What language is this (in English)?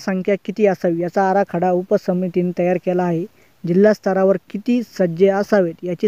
Marathi